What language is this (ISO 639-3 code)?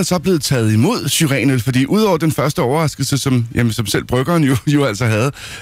dan